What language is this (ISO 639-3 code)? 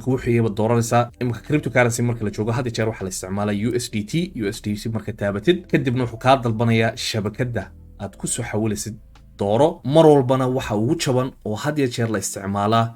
som